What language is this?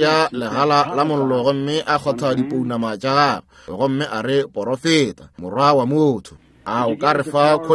Northern Sotho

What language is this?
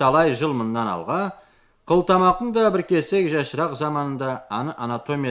Karachay-Balkar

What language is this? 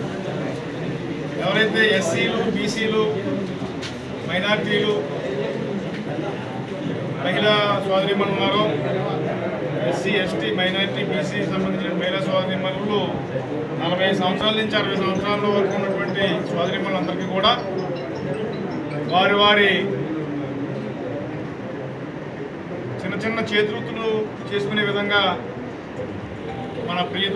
Telugu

